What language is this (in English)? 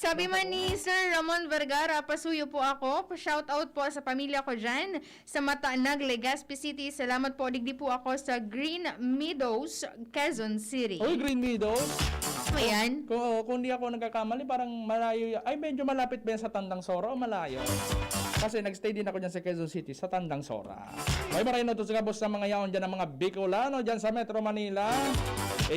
Bikol